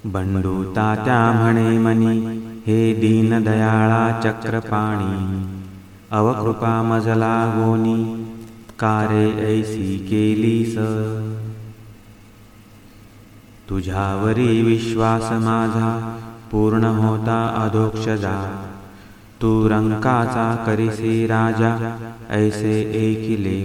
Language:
Marathi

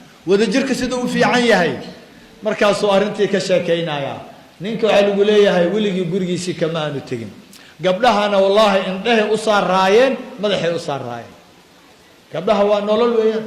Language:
Somali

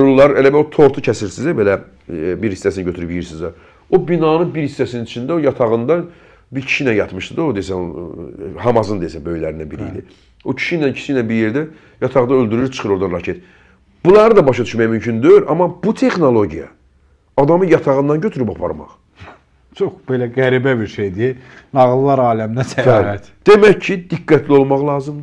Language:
Azerbaijani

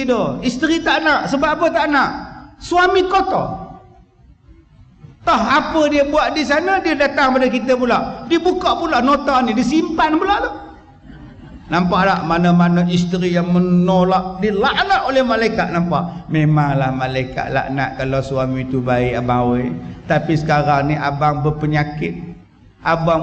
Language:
Malay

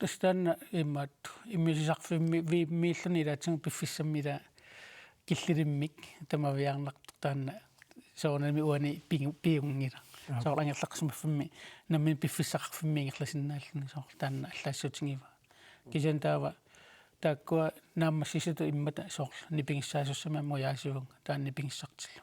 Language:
Kalaallisut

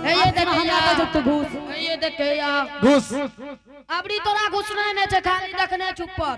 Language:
Angika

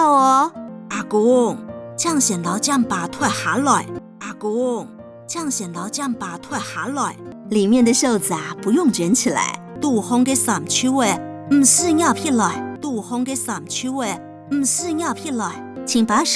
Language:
Hakka Chinese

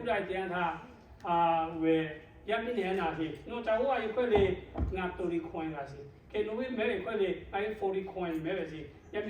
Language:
Lahu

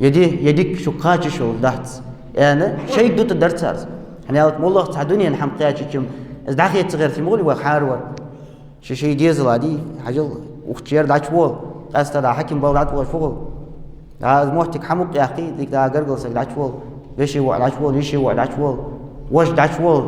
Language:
Ingush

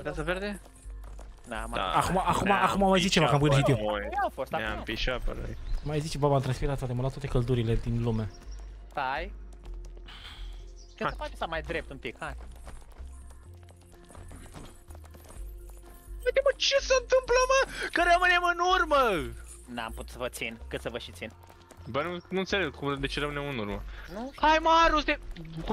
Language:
Romanian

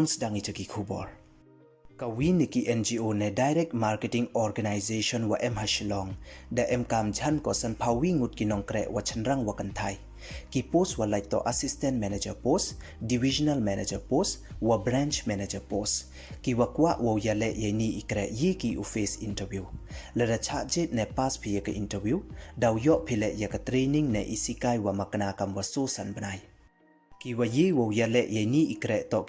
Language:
Pnar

